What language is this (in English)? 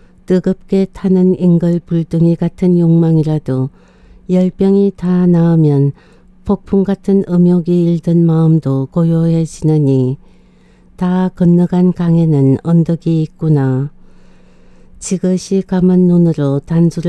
Korean